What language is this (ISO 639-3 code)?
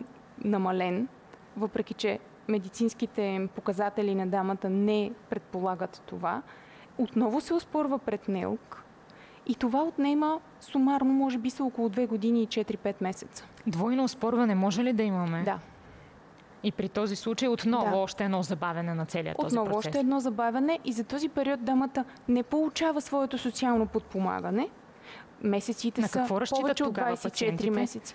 bul